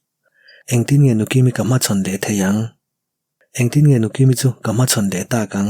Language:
Mizo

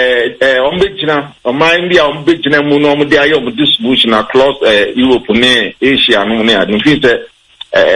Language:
Akan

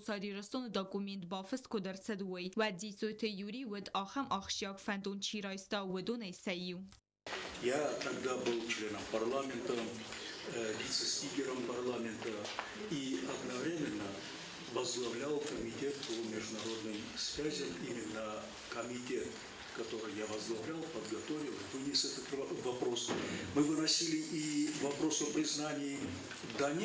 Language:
Ossetic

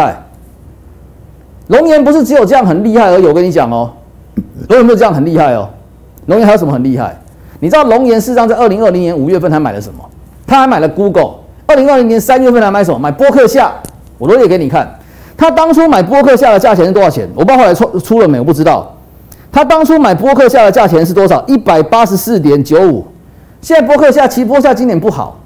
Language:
Chinese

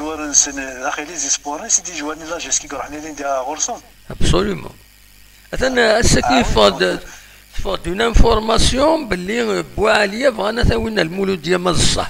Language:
Kabyle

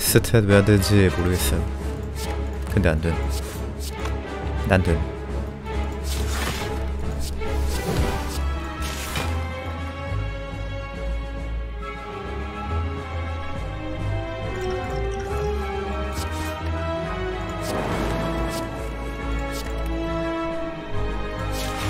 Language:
Korean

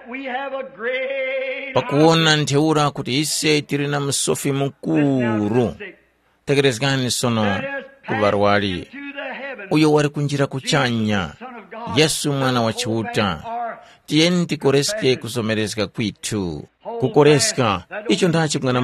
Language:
Tumbuka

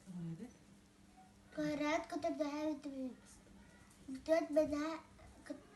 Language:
Yakut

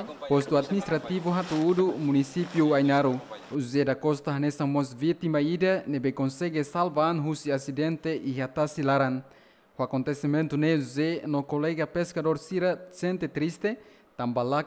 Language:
Tetum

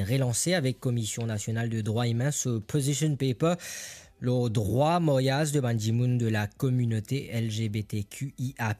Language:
Morisyen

